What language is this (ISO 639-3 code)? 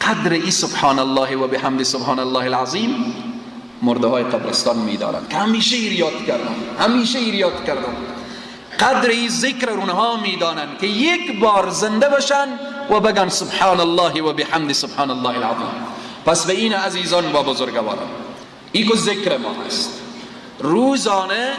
fas